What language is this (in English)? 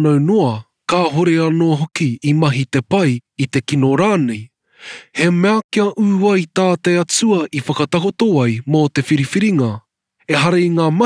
Māori